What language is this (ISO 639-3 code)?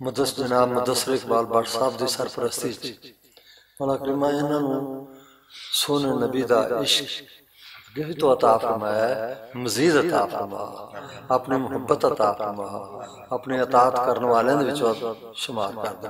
lah